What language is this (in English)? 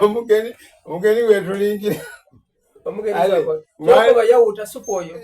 Soga